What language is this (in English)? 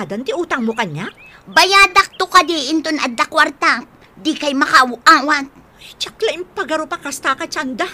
Iloko